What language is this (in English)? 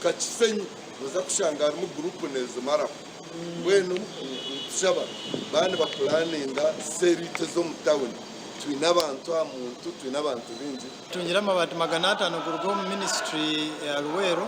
Nyankole